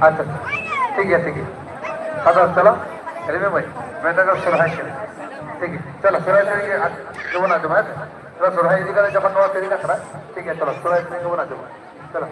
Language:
Santali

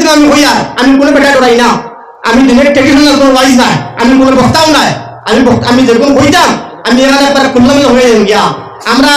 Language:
Sylheti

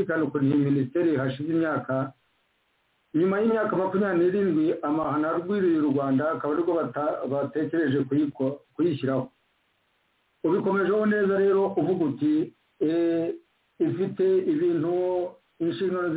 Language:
Kinyarwanda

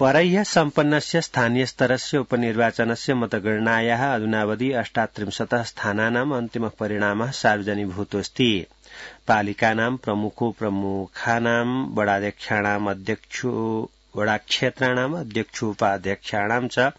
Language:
Sanskrit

